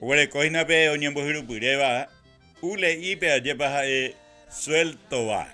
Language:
Guarani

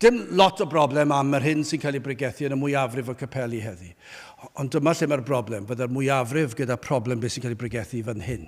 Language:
Welsh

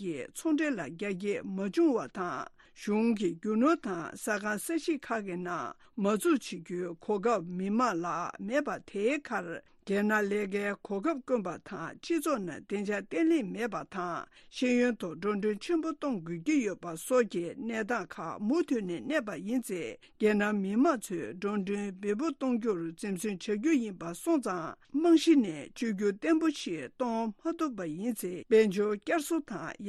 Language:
Tibetan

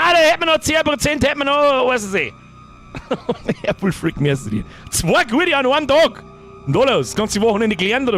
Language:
Bavarian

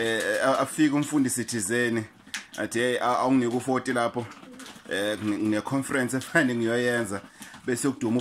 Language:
Zulu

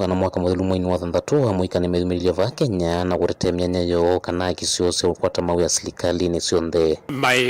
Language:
Kamba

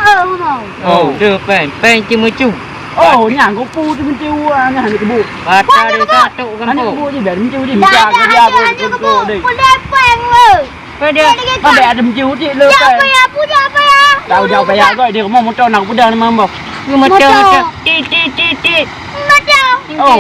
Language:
Achinese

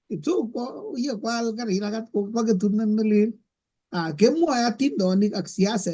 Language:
Kalenjin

